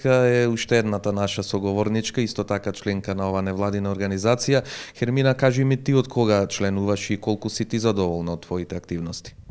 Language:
Macedonian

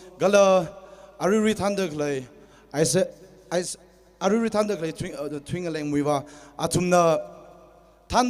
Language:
Tangkhul Naga (India)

